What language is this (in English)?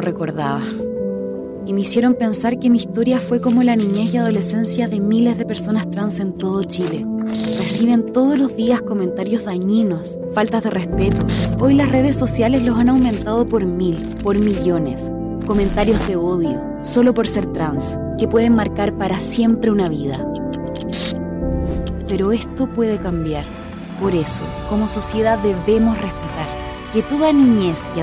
Spanish